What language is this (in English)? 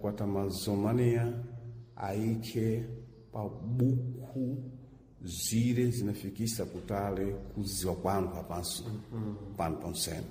Sena